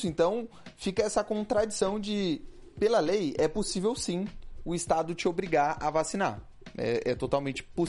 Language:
Portuguese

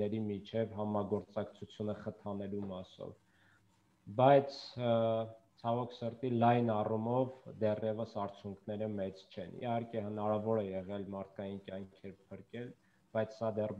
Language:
Armenian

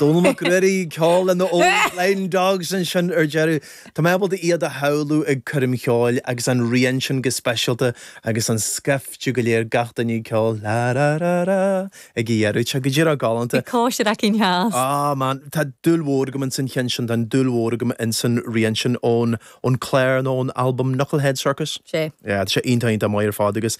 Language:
Irish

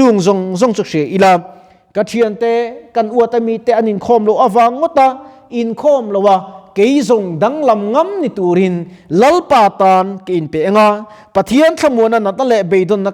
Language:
Mizo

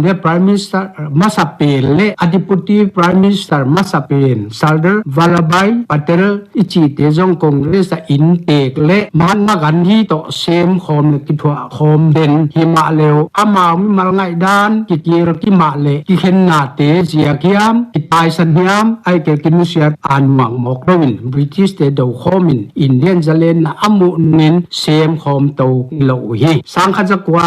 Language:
Paite Chin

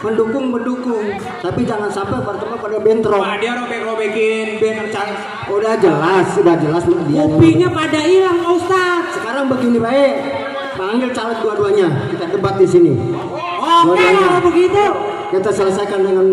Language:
Betawi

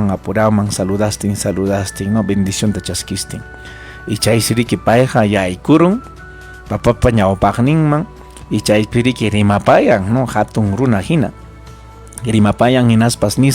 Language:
Ayacucho Quechua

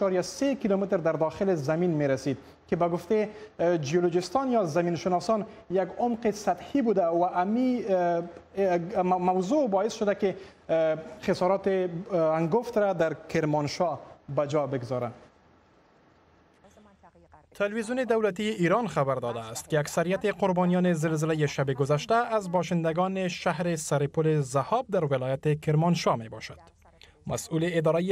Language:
Persian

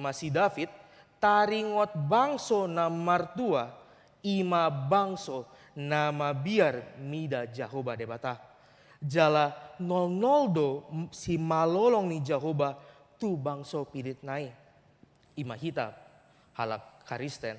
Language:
Batak Toba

